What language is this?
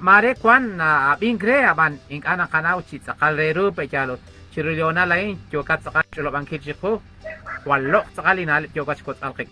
Kekchí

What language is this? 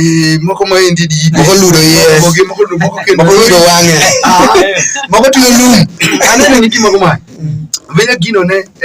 Alur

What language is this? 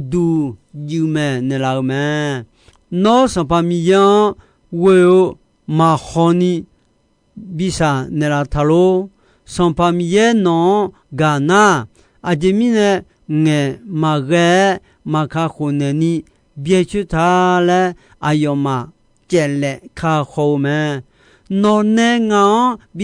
Akha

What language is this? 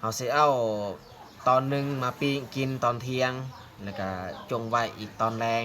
Lao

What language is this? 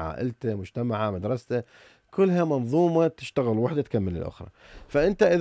Mesopotamian Arabic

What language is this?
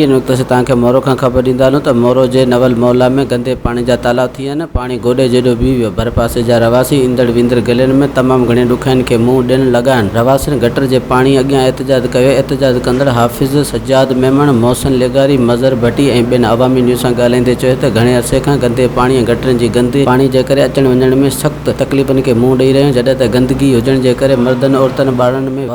Sindhi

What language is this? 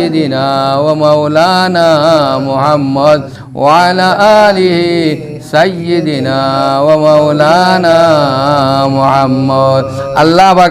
Sylheti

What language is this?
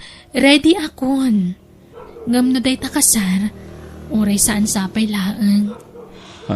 Iloko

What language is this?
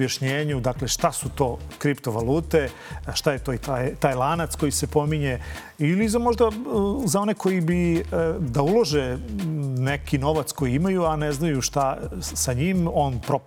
Serbian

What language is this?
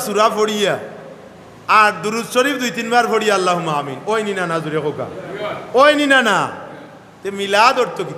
Sylheti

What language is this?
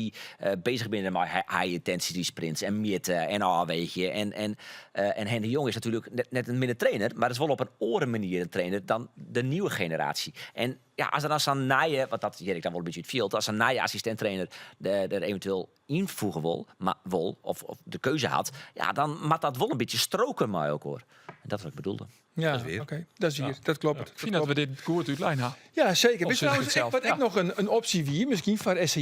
Western Frisian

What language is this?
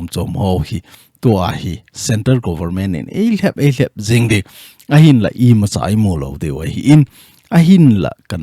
Thado Chin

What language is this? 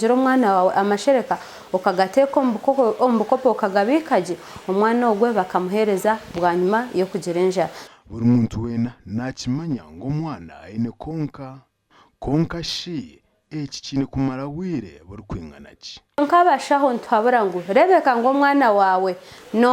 Nyankole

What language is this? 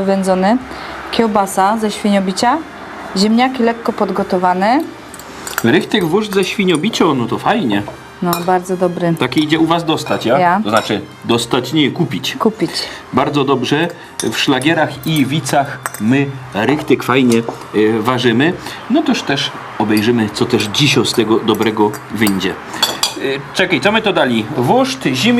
Silesian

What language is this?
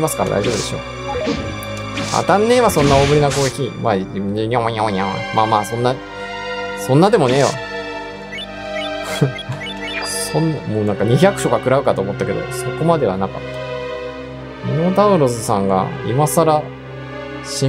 Japanese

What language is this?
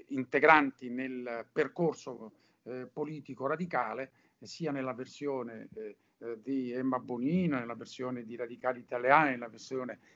Italian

